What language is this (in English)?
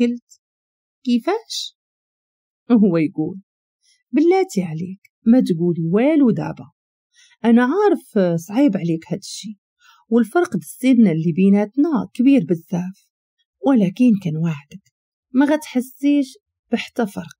Moroccan Arabic